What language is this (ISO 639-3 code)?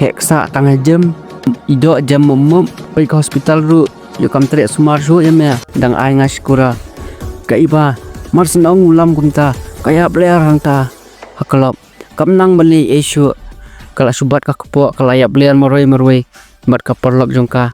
kha